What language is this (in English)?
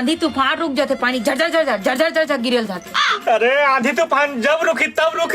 Chhattisgarhi